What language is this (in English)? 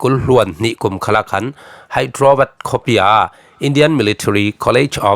Falam Chin